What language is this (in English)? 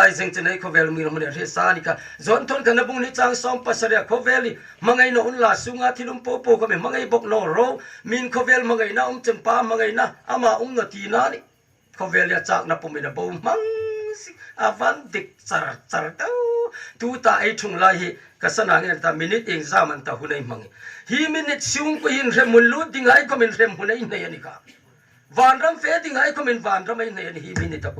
Hmar